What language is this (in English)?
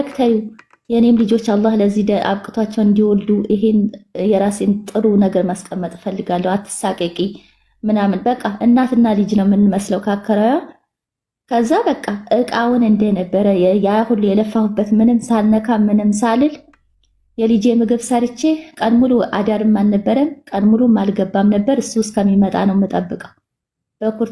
Amharic